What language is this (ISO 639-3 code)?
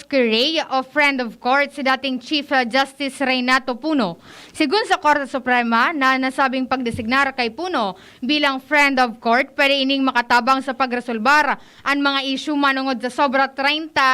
bik